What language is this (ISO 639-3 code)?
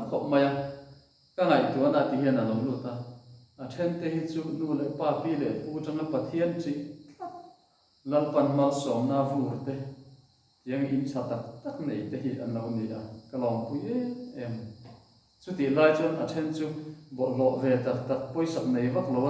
lus